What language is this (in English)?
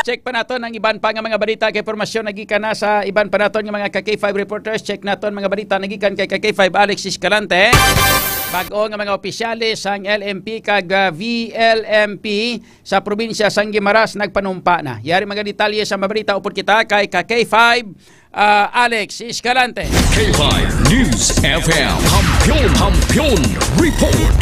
Hiligaynon